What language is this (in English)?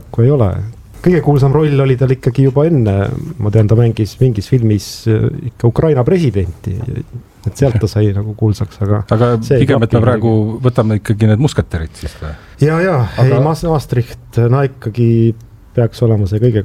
Estonian